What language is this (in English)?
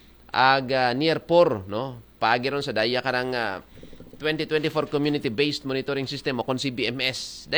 Aklanon